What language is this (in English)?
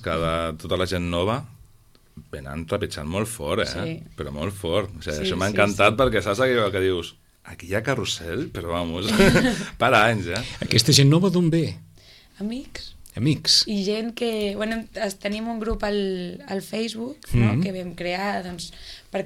Catalan